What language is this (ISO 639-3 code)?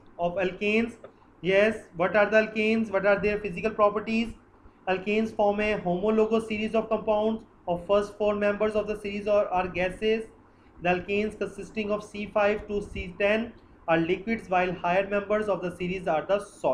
eng